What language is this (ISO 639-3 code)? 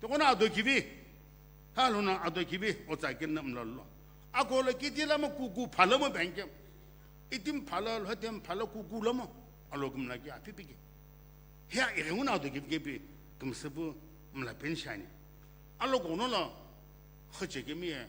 nsm